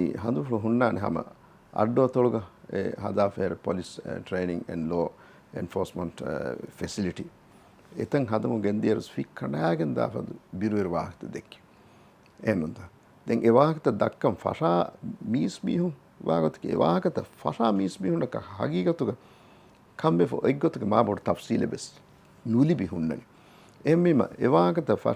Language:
Divehi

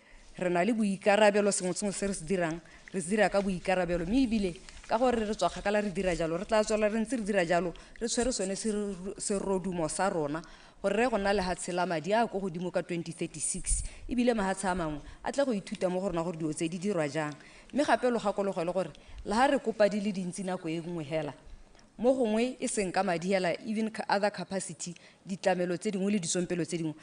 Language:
Tswana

